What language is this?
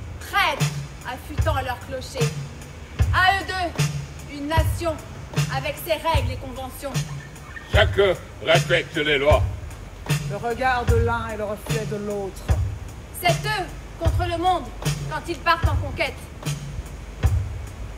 French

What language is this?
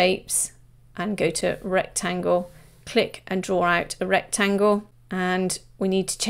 English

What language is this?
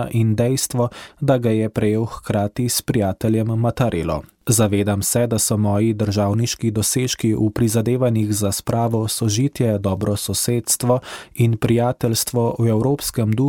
Slovenian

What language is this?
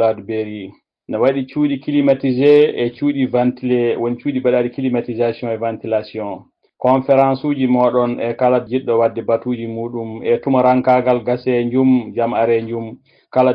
Fula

